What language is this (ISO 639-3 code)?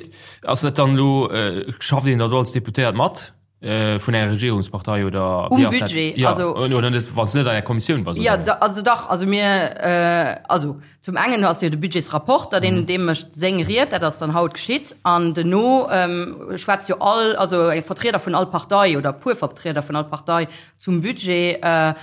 ltz